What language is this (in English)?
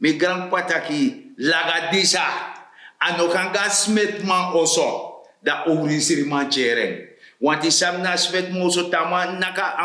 Sranan Tongo